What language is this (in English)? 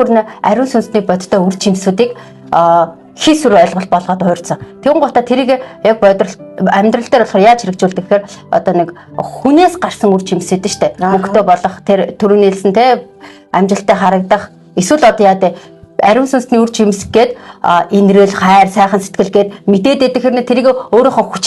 Mongolian